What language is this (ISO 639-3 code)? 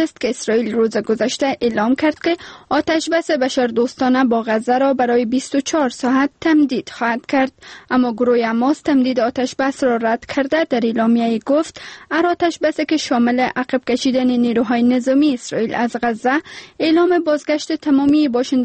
fas